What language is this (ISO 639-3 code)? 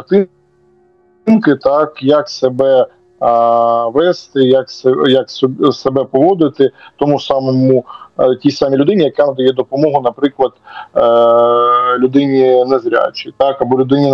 ukr